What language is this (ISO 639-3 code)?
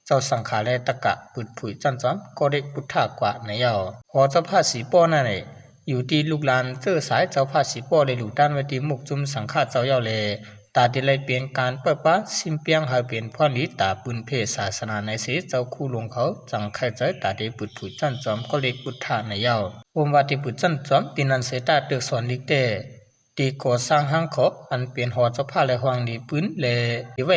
shn